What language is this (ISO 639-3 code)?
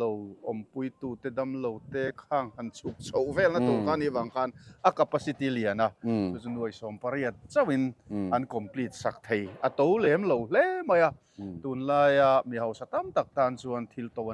lus